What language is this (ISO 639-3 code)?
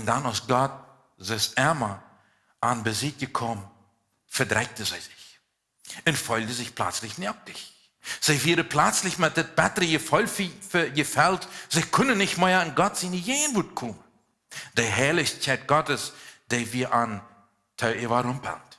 pdt